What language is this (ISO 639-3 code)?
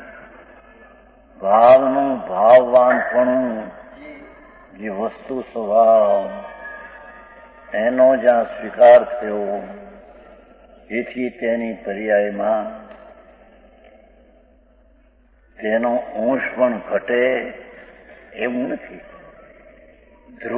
guj